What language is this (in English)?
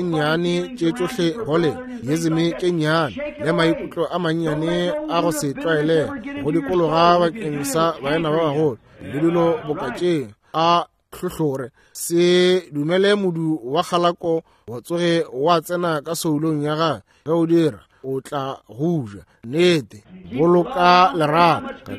Northern Sotho